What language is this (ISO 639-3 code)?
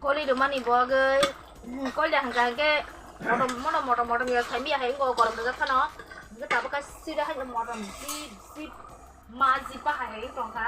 trp